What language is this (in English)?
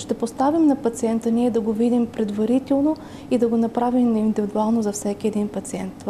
Bulgarian